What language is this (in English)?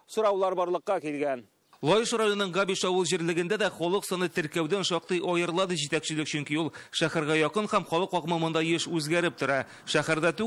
Tatar